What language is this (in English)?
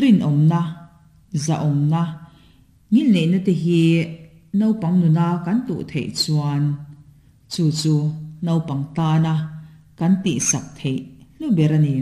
Mizo